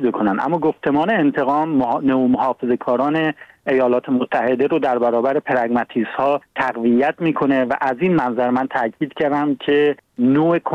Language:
Persian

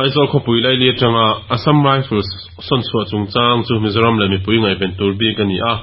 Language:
Mizo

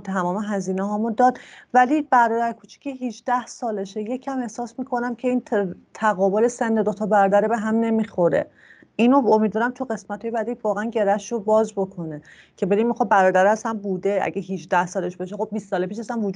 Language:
Persian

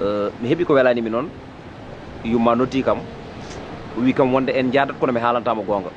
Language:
Fula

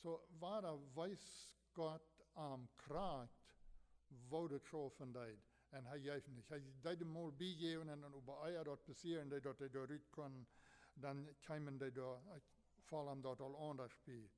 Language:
Plautdietsch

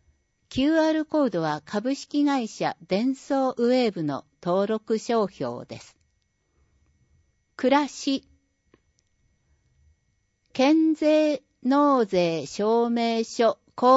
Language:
Japanese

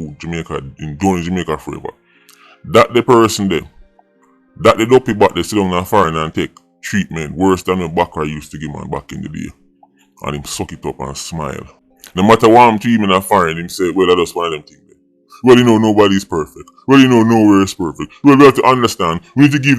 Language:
Jamaican Creole English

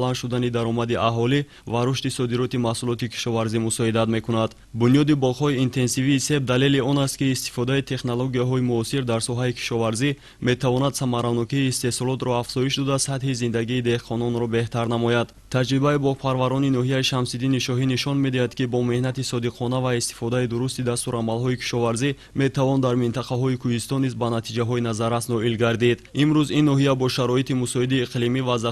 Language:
Tajik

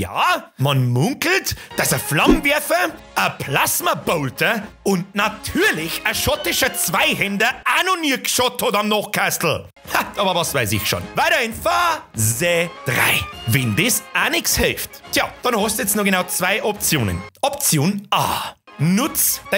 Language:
Bavarian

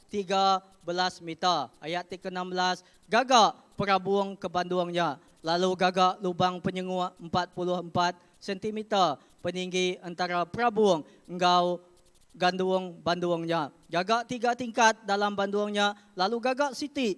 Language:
Iban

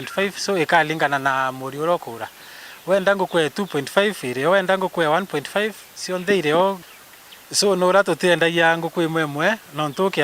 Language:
Meru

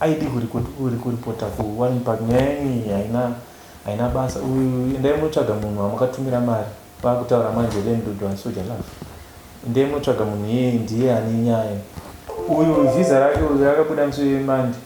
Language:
Shona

